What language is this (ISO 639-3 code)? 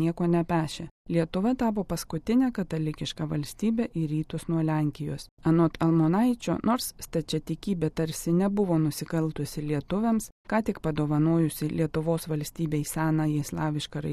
lit